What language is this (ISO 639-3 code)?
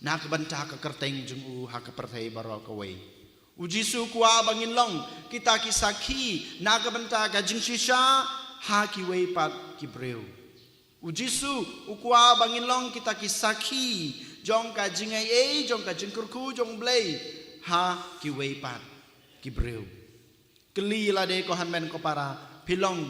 kha